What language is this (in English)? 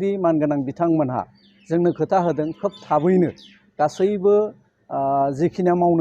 Bodo